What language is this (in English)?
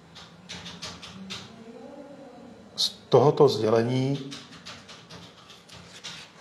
Czech